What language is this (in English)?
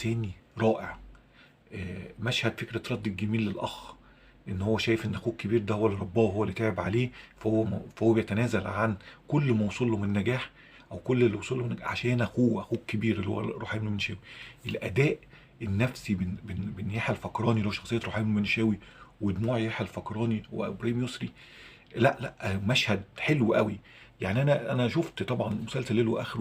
Egyptian Arabic